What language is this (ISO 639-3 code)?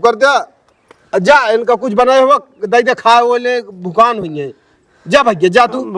awa